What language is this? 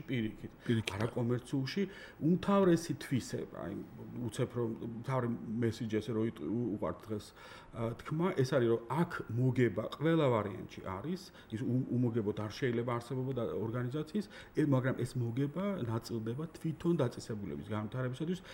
Georgian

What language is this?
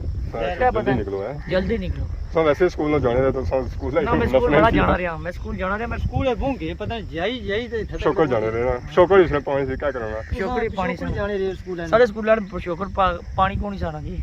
Pahari-Potwari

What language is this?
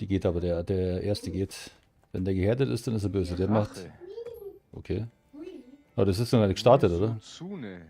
Bavarian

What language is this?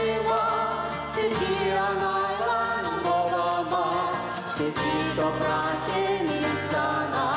Gagauz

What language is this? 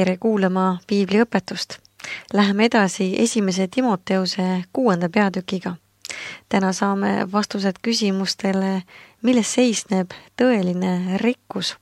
Estonian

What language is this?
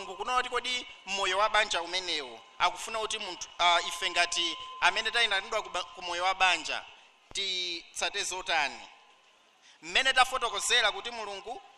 Nyanja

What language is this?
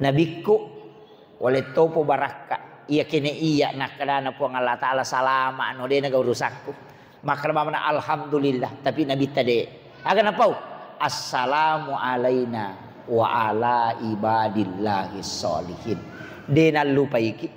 Buginese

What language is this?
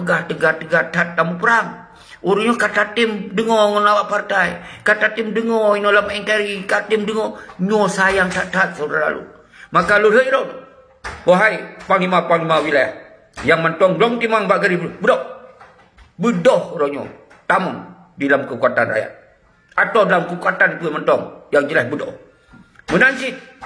Achinese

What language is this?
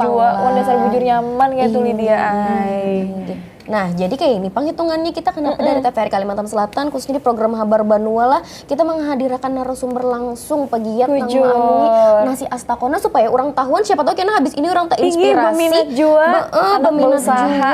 Banjar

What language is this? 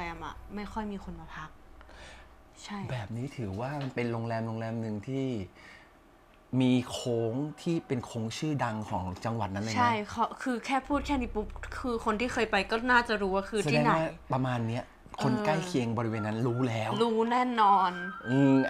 Thai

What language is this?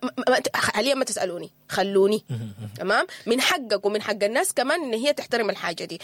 Sudanese Arabic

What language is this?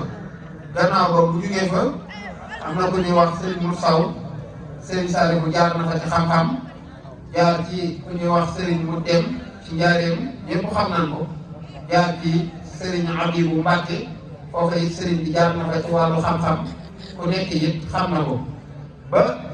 Wolof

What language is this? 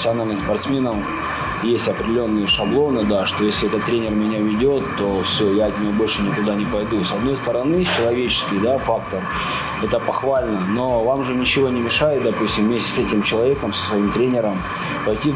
Russian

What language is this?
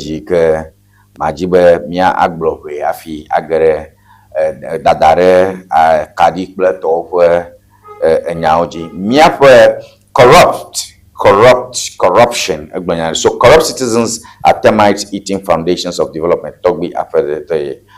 Ewe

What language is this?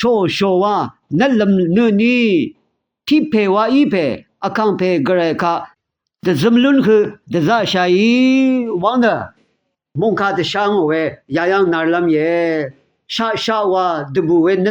Rawang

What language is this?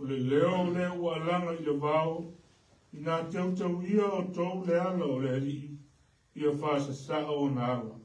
Samoan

